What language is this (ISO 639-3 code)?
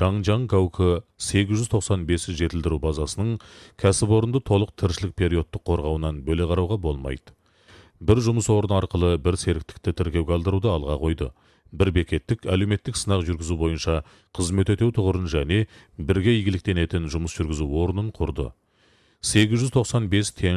kaz